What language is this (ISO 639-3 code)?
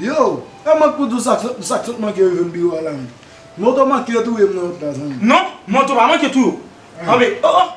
hat